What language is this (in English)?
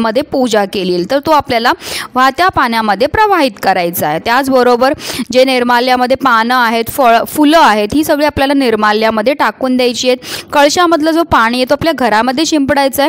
Marathi